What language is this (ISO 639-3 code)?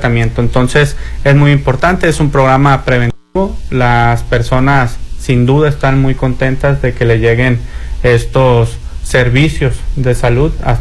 spa